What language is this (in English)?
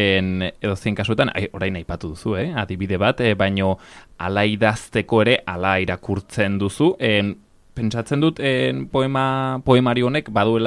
Basque